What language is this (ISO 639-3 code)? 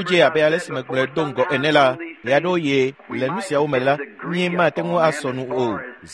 ewe